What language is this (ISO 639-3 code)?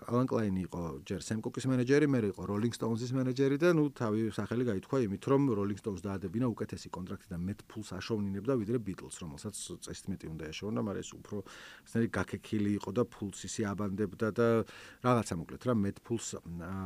kat